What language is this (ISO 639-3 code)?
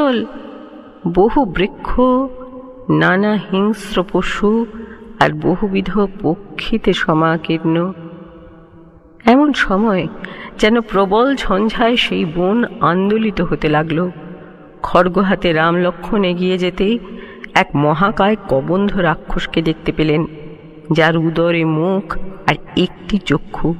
ben